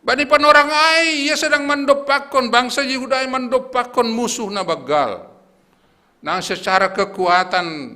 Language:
Batak Simalungun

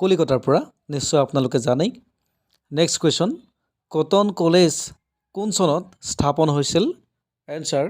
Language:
Assamese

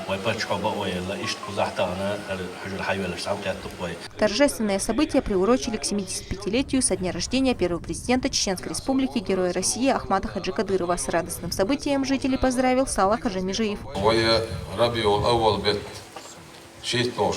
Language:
Chechen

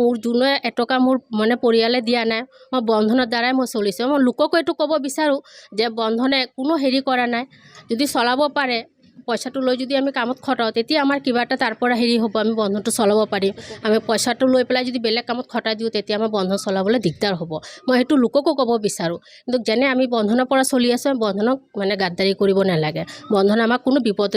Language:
Assamese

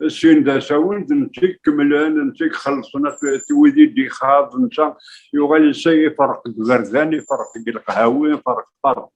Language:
Kabyle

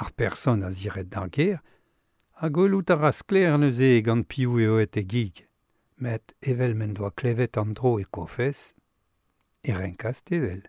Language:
Breton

